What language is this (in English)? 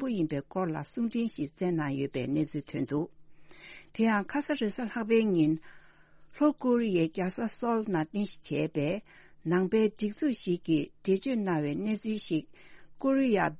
Tibetan